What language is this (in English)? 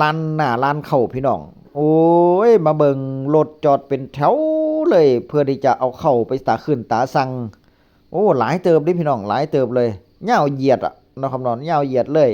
Northeastern Thai